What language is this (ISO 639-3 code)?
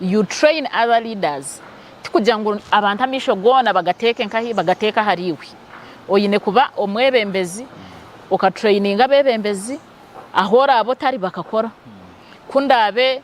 nyn